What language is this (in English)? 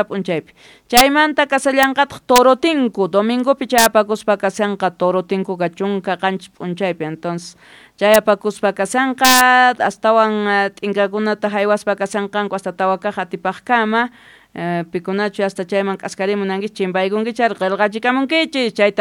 Quechua